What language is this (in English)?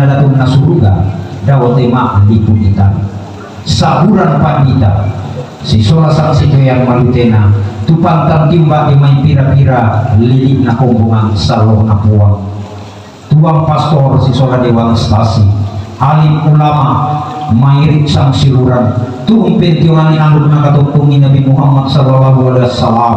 Toraja-Sa'dan